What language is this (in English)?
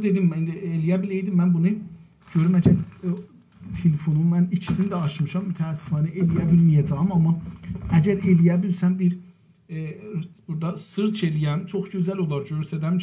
South Azerbaijani